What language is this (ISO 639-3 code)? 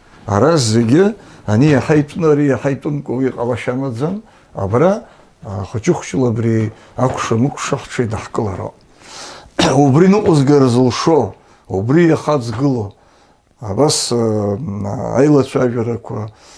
abk